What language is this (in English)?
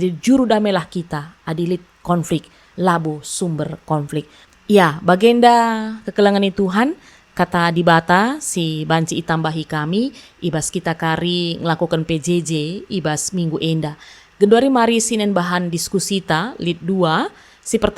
Batak Karo